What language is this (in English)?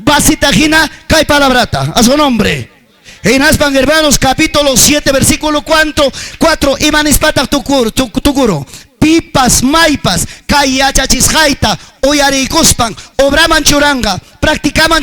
Ayacucho Quechua